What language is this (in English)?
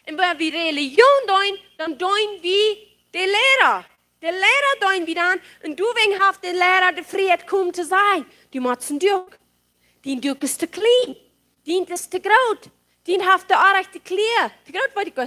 Plautdietsch